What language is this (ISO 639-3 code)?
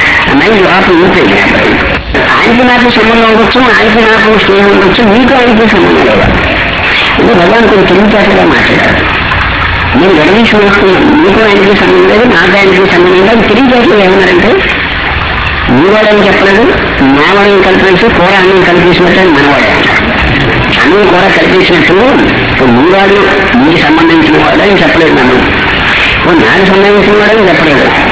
tel